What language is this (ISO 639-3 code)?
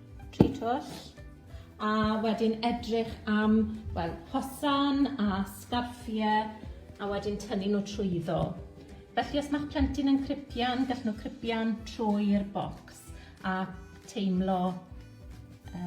cym